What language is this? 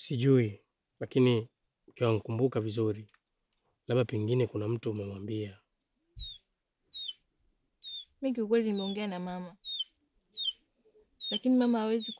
Swahili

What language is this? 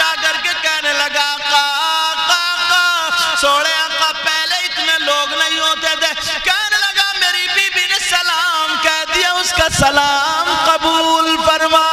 Urdu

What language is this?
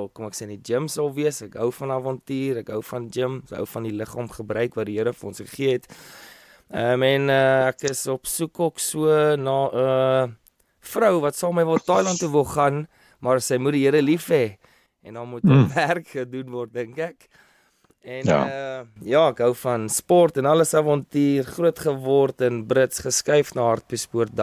Afrikaans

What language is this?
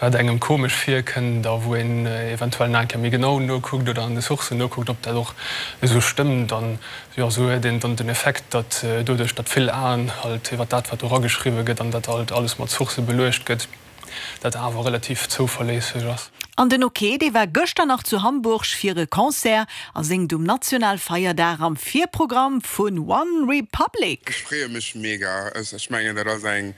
Luxembourgish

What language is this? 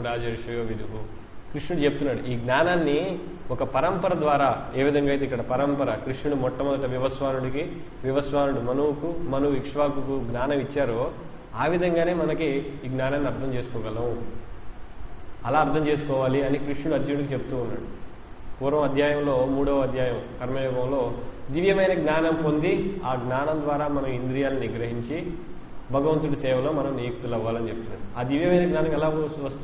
Telugu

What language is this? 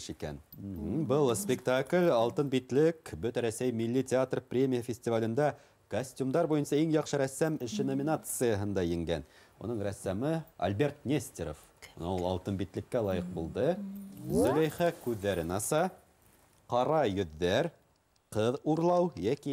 Bashkir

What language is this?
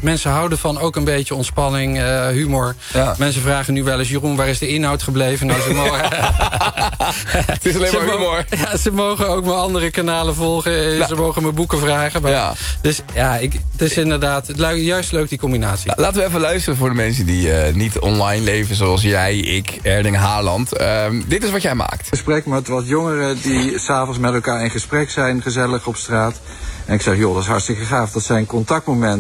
Dutch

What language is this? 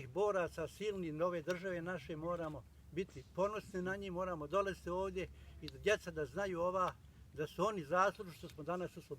Bosnian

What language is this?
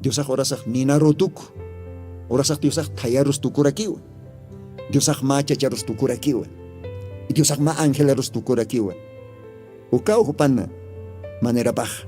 Aymara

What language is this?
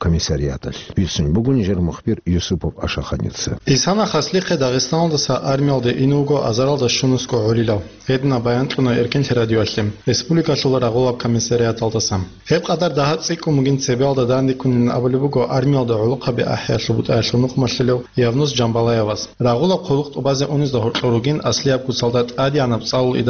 Avaric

